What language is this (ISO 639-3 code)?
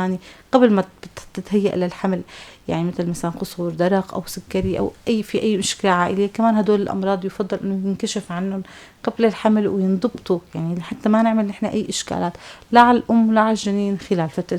apc